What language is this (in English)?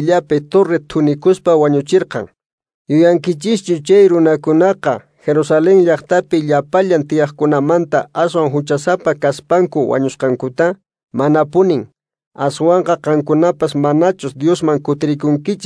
Quechua